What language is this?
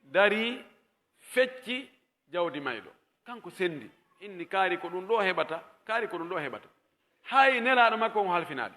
Pular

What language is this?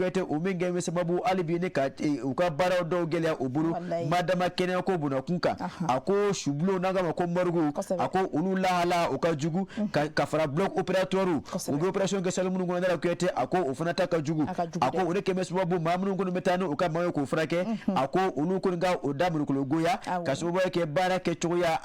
Bambara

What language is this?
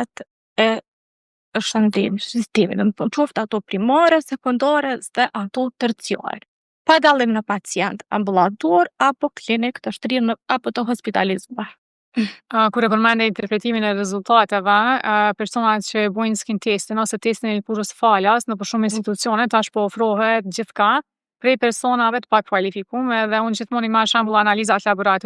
Albanian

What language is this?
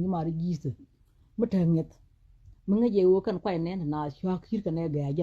Nuer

